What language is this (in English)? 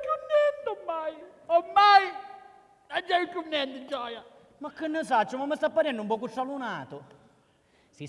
Sicilian